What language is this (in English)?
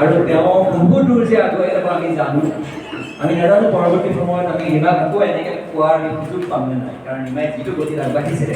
Assamese